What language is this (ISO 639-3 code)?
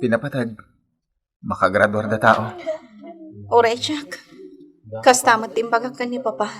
ilo